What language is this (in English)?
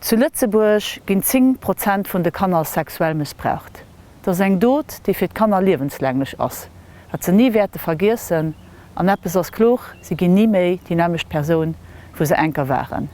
Luxembourgish